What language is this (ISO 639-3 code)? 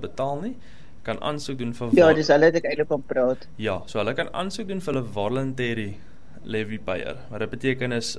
afr